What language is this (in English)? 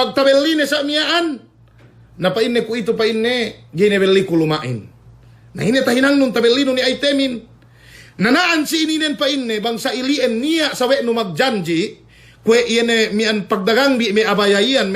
Yakan